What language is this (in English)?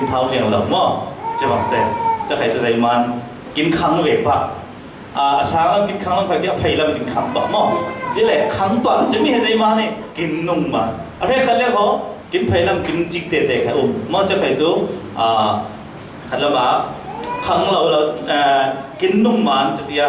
Falam Chin